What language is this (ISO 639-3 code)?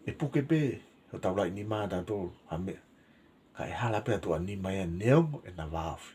ton